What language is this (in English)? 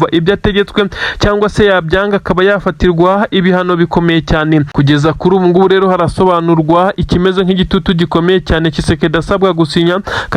Kinyarwanda